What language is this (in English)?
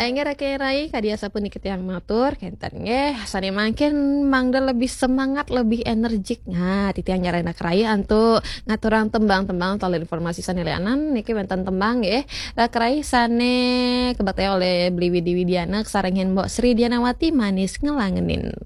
Balinese